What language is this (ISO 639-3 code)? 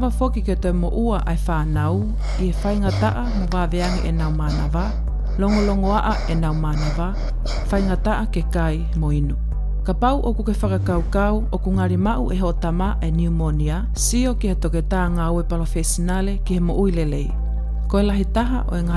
ton